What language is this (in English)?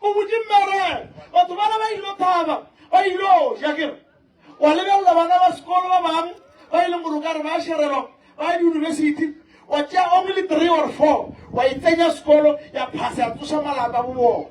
Northern Sotho